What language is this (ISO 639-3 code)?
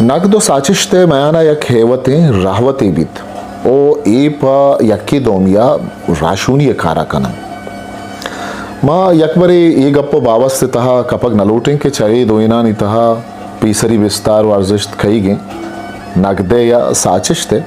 bgp